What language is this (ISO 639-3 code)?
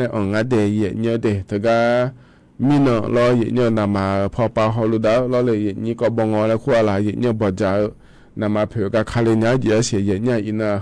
ahk